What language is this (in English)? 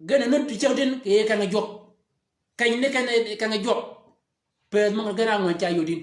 Shilluk